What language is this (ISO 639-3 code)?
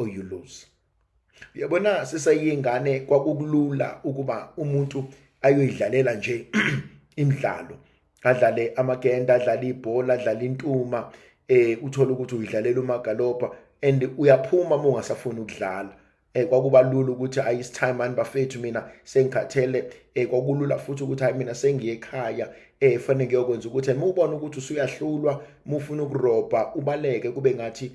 zul